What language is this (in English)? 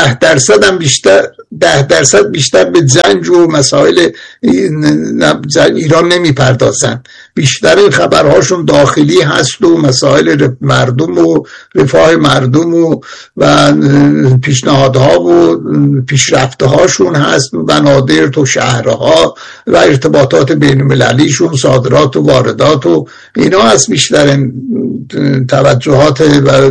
Persian